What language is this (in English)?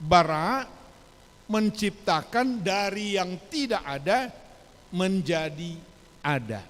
Batak Toba